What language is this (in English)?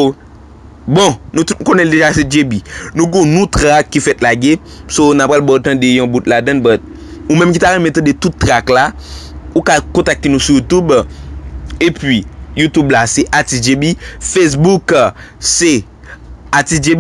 Haitian Creole